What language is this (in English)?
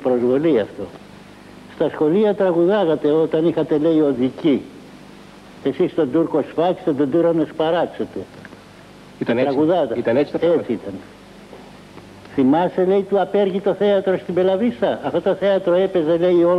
Greek